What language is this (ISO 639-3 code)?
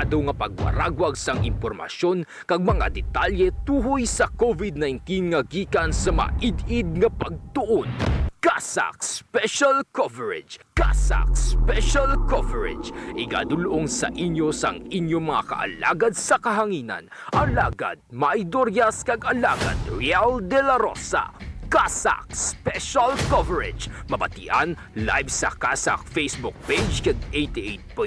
hil